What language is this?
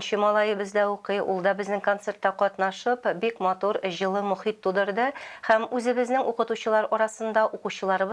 Tatar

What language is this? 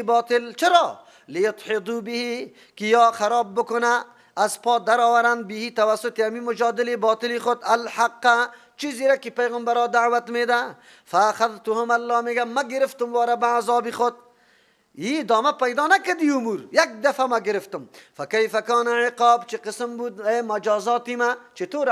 Persian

